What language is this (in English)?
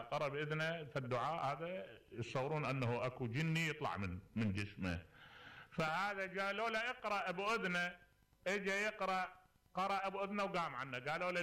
Mesopotamian Arabic